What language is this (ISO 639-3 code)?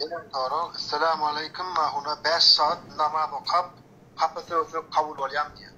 tuk